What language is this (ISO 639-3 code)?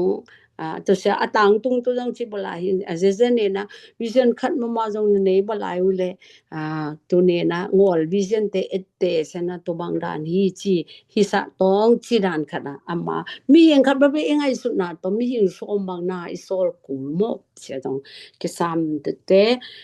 ctd